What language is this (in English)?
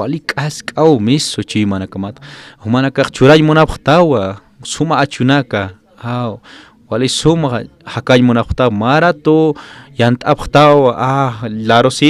Aymara